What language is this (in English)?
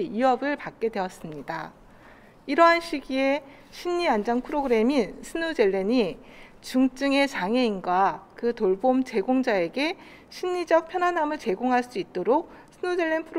Korean